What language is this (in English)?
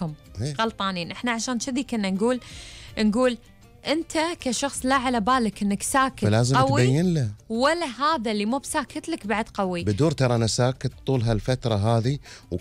Gulf Arabic